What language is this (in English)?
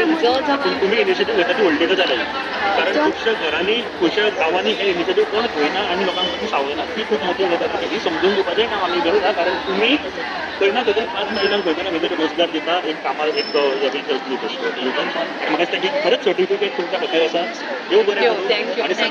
Konkani